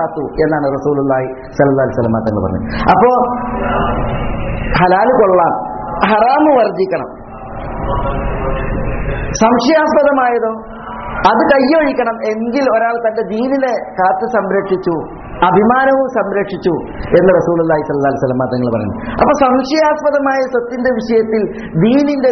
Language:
Malayalam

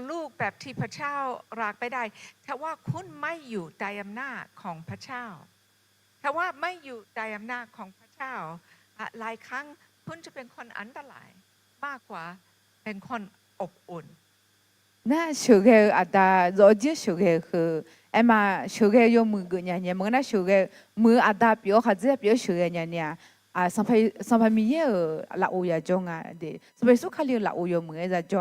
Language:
Akha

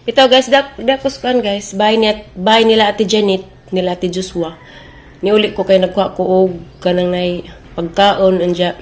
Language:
Cebuano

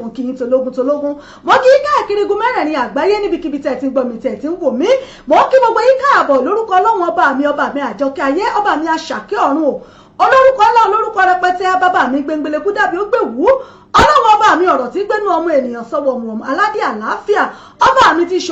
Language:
Yoruba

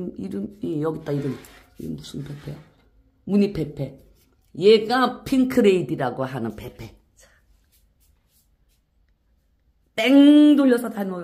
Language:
Korean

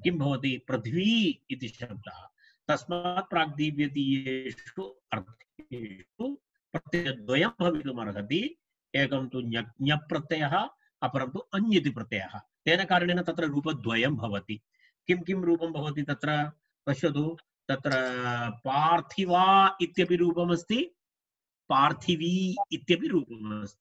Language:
Sanskrit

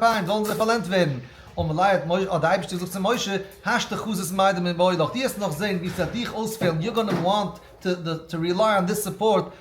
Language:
Yiddish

